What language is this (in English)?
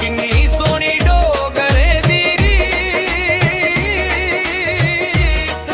Dogri